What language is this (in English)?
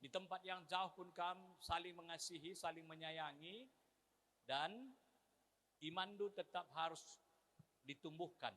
Batak Karo